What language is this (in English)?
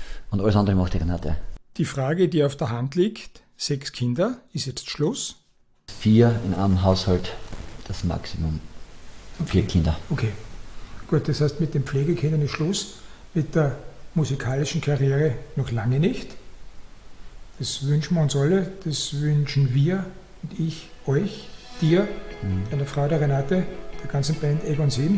German